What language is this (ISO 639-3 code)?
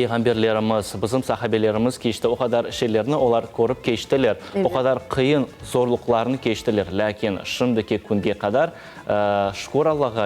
crh